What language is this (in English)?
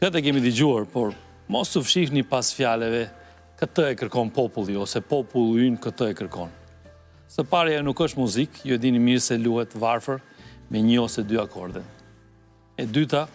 Albanian